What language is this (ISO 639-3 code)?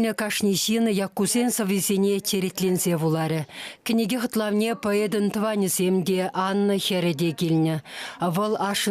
chv